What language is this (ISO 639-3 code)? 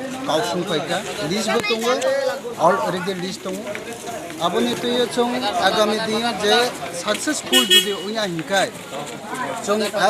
trp